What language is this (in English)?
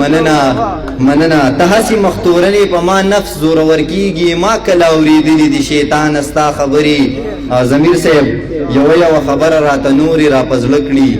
Pashto